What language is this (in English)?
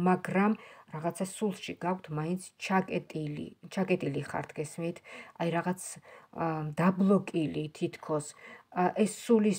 Georgian